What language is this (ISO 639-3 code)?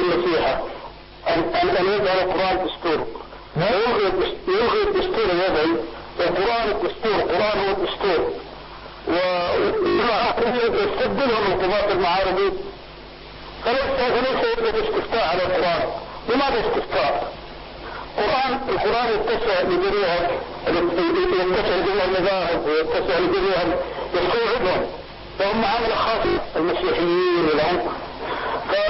ara